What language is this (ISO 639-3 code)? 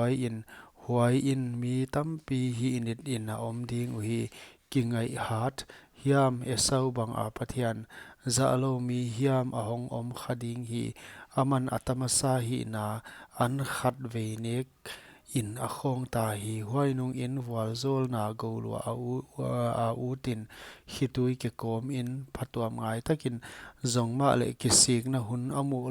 pck